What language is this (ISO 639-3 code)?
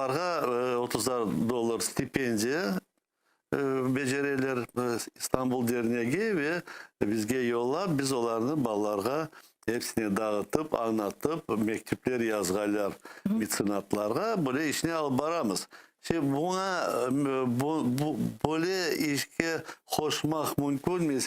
crh